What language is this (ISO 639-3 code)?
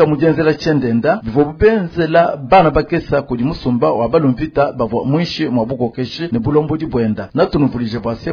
lua